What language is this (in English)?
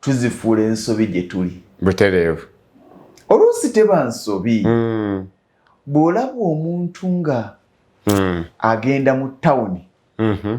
Ganda